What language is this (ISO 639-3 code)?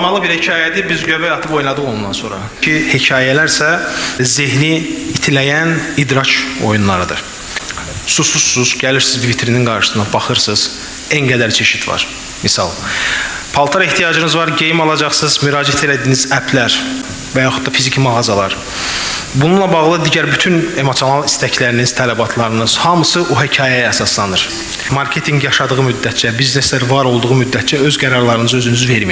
aze